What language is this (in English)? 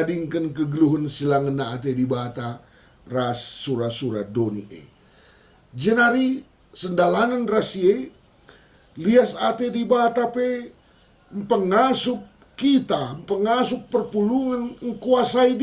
Batak Karo